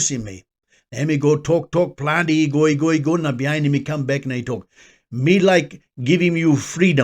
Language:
Tok Pisin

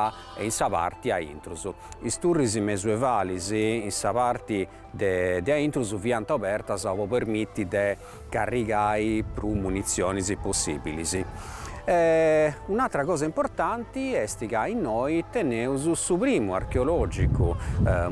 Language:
Sardinian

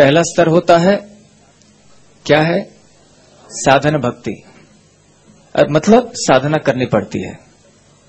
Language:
Hindi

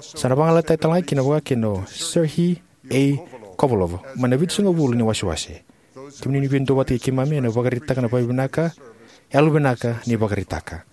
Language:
Fijian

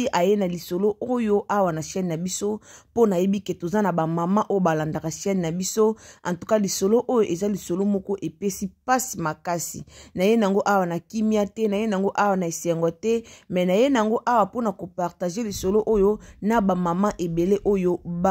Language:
Lingala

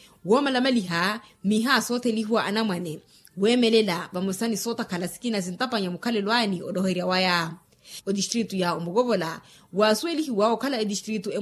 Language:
Makhuwa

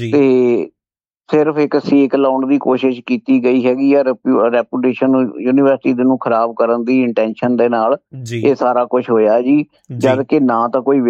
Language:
Punjabi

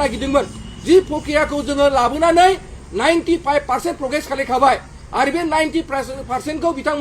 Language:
Bodo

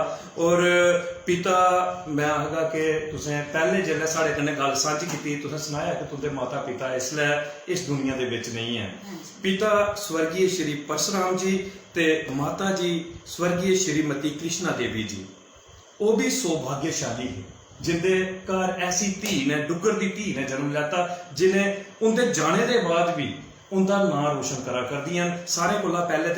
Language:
Dogri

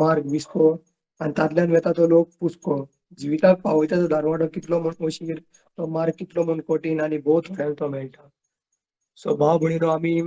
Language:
Konkani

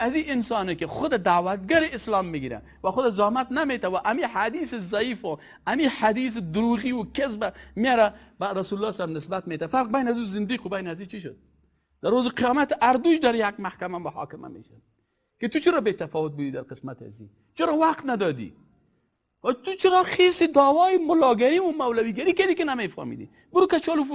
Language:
Persian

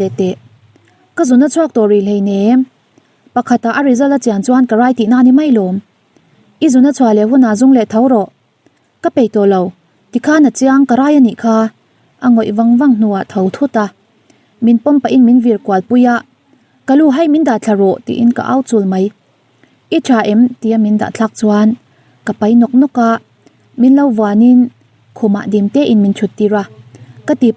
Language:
Mizo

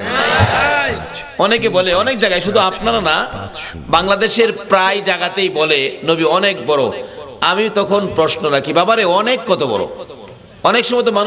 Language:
Bangla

